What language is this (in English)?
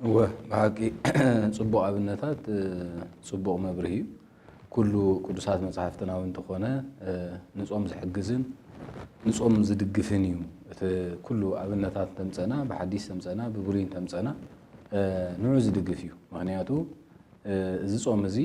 Tigrinya